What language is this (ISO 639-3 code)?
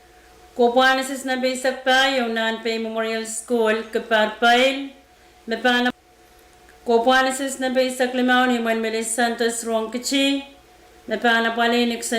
pon